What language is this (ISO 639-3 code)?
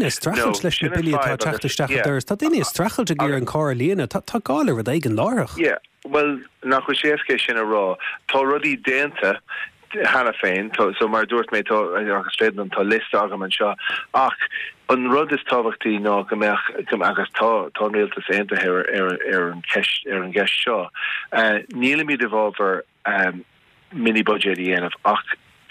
gle